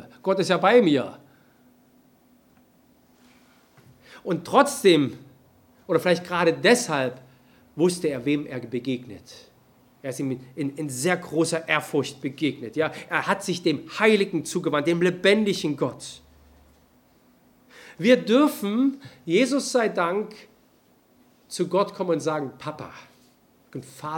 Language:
German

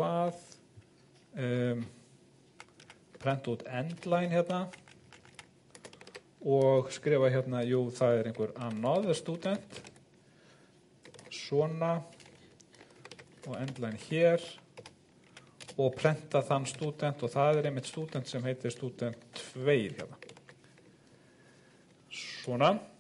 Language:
Icelandic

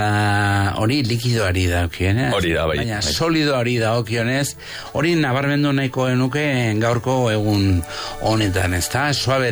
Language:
Basque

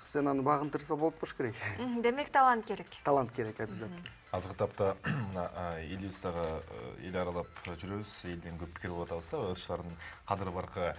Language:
Kyrgyz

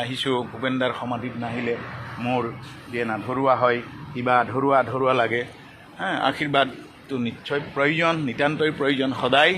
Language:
Assamese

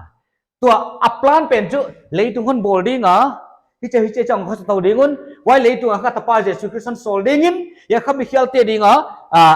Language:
Paite Chin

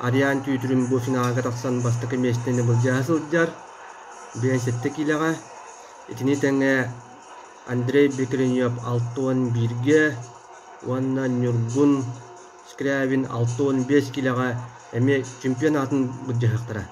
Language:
Yakut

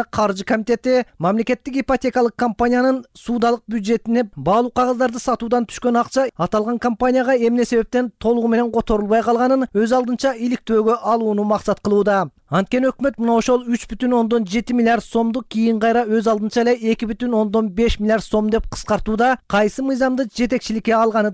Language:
Kyrgyz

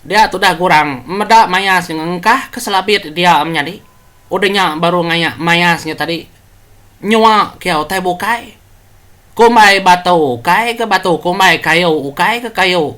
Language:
Iban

